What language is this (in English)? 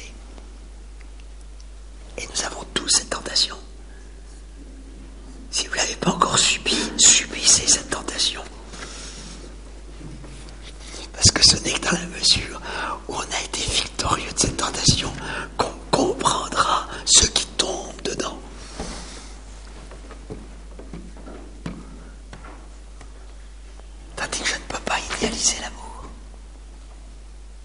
French